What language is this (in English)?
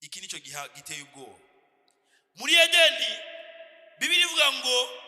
Rundi